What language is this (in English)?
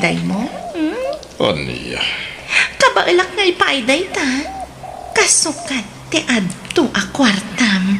Iloko